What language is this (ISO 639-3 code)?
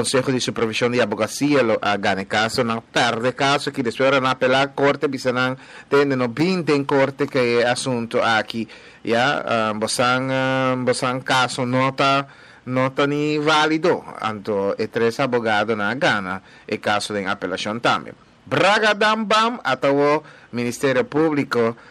pap